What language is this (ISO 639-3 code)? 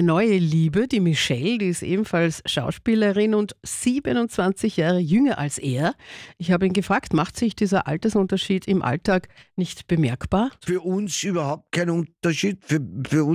deu